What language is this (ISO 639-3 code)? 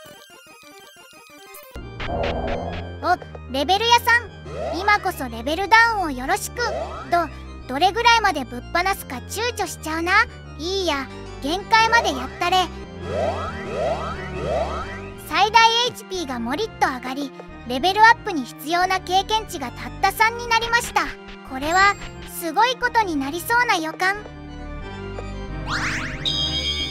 jpn